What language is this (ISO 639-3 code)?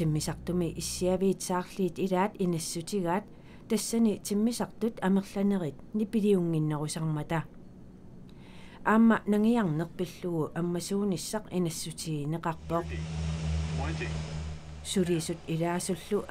kal